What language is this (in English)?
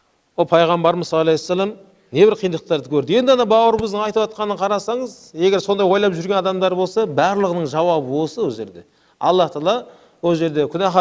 Kazakh